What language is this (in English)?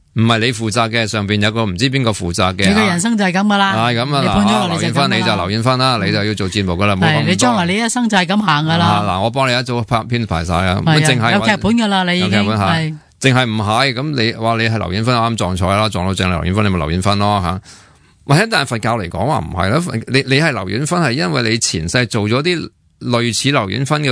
Cantonese